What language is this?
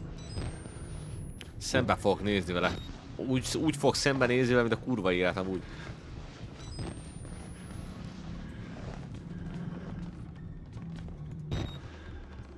Hungarian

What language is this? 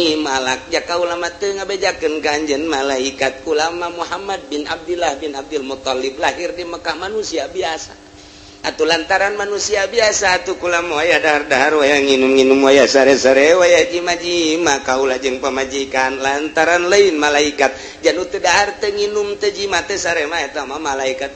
Sundanese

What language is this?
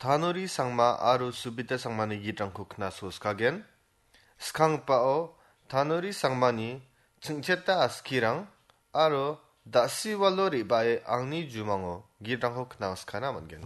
Garo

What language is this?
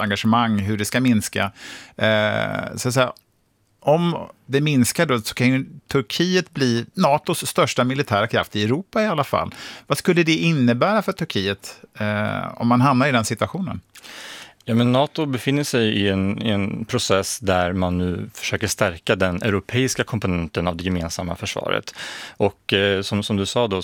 Swedish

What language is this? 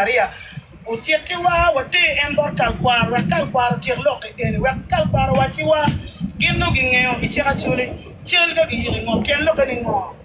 Acoli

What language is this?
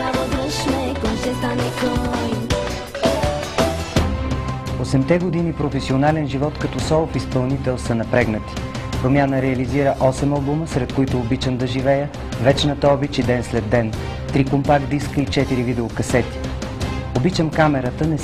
Bulgarian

